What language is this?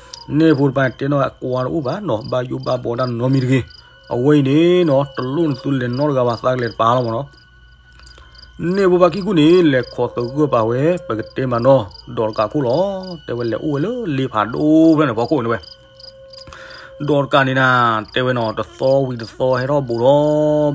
S'gaw Karen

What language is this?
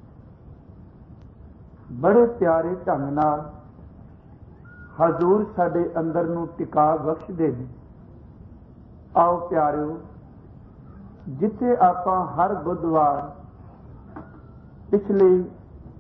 Punjabi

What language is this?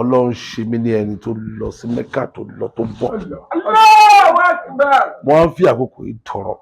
Yoruba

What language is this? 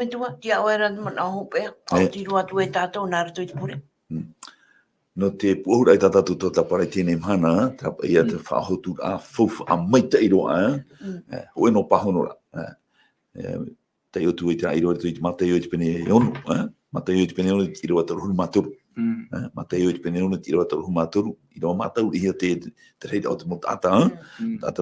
Tahitian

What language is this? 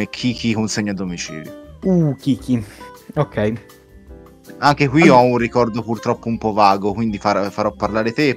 Italian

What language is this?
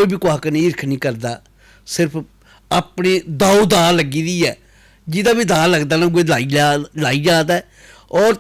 Dogri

